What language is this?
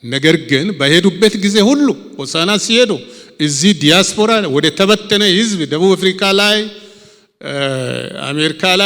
Amharic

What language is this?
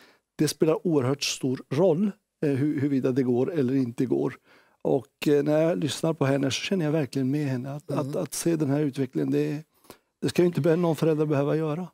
Swedish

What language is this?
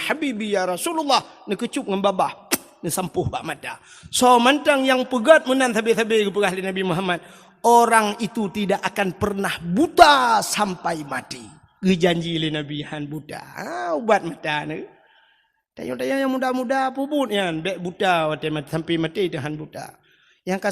Achinese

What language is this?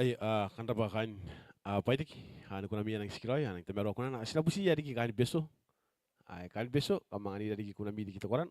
Gilbertese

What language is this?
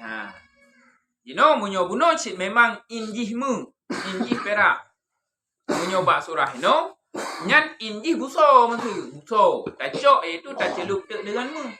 Achinese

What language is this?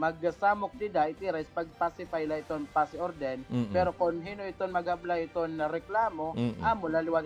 Waray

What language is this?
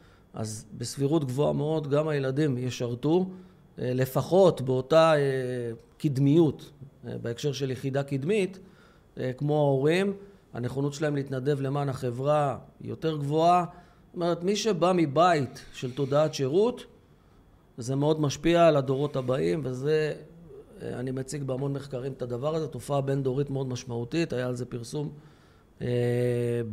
Hebrew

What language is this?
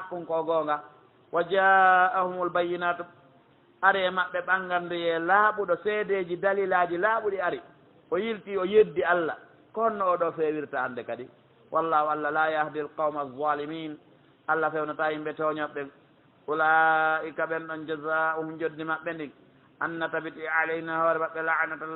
Pular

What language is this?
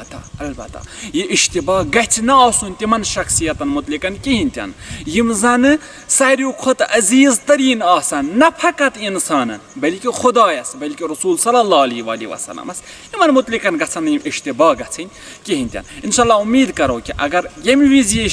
Kashmiri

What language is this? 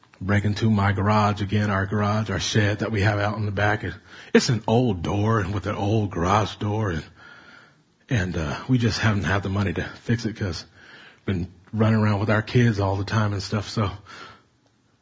English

